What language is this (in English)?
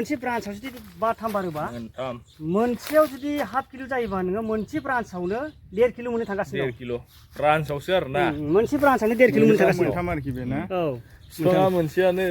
Bodo